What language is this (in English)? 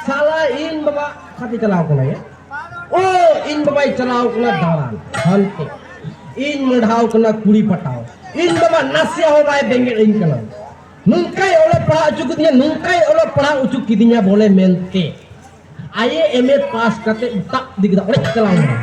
Santali